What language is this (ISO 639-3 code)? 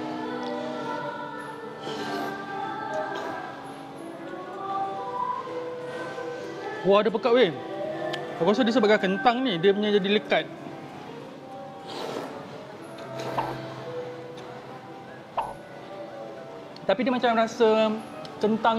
msa